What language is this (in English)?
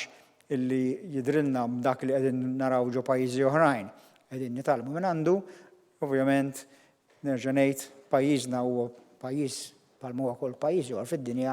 Maltese